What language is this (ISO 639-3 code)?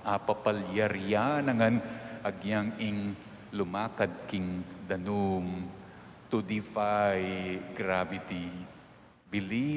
pam